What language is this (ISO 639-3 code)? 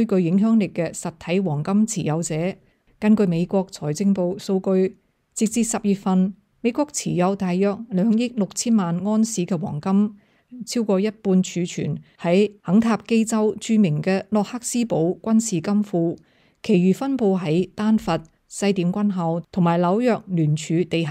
yue